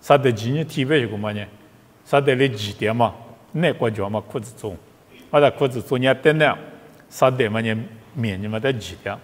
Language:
Lisu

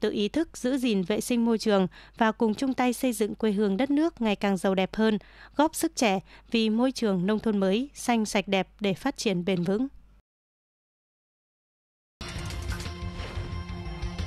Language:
Vietnamese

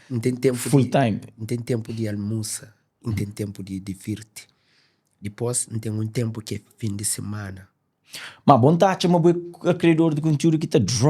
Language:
Kabuverdianu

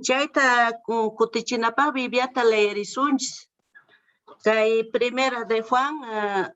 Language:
South Bolivian Quechua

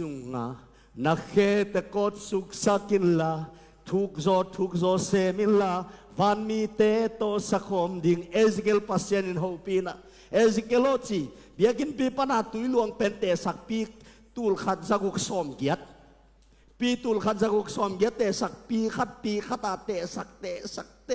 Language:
Tedim Chin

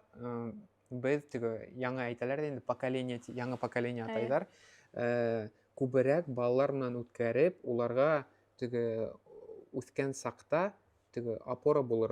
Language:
Bashkir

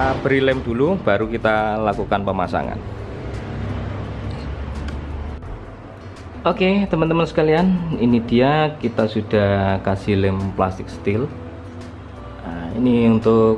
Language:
Indonesian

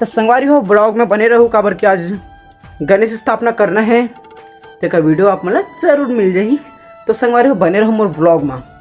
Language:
Chhattisgarhi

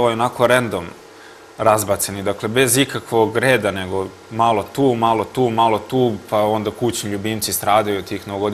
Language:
Serbian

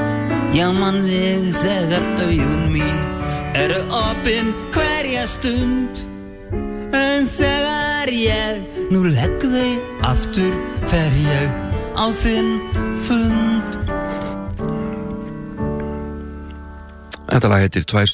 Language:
Icelandic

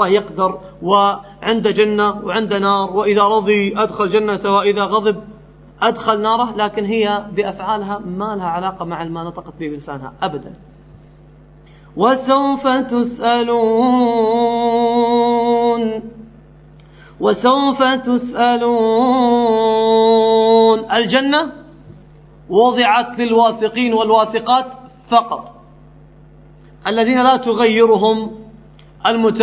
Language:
Arabic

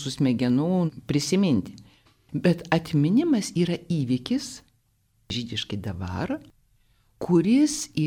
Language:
Lithuanian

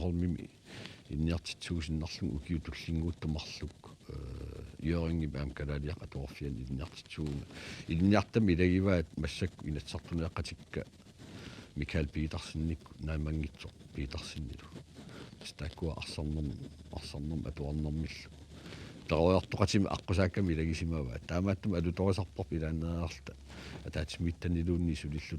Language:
Kalaallisut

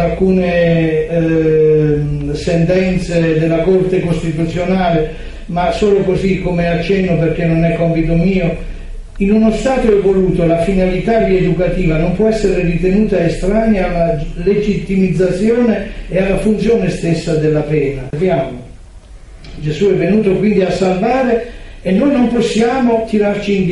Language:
Italian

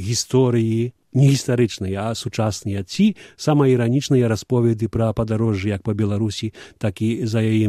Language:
Belarusian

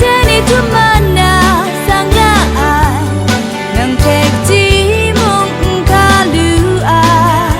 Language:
Kachin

